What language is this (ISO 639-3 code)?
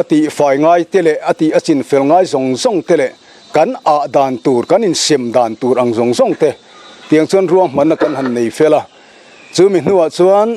lus